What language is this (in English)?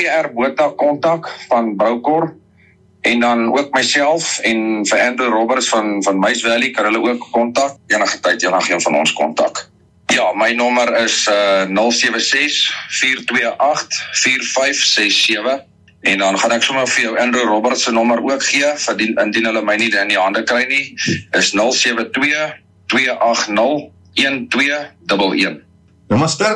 Afrikaans